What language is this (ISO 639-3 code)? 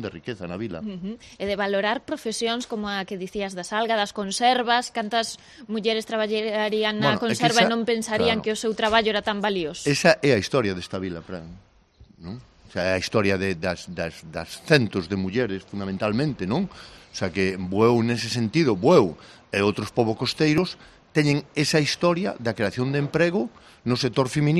glg